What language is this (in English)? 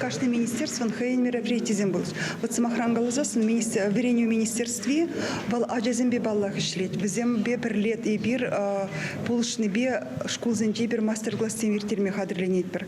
Chuvash